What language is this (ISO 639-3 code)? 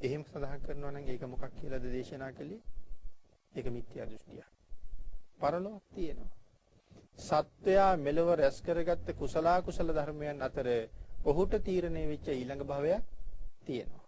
sin